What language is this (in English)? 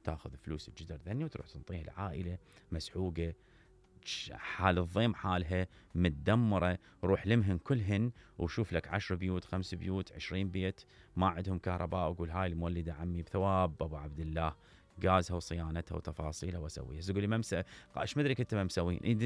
Mesopotamian Arabic